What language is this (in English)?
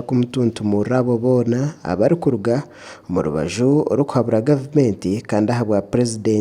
Nyankole